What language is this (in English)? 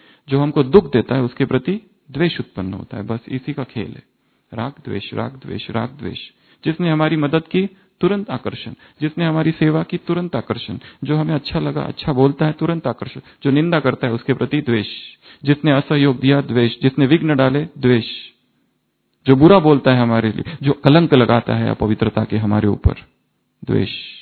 Hindi